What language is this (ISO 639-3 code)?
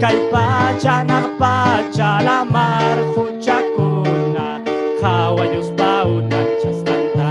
quy